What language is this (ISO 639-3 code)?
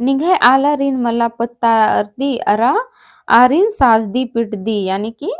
kru